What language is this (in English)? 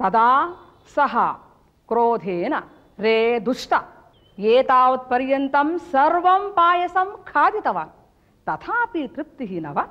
Sanskrit